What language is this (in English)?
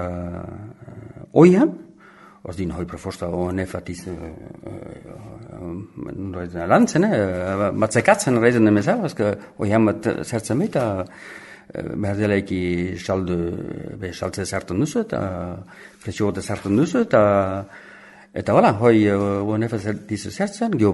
Basque